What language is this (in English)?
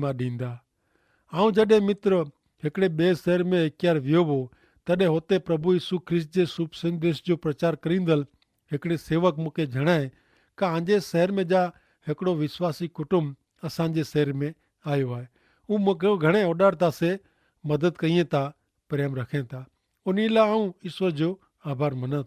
Kachhi